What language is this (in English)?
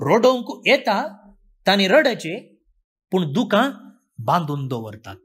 Konkani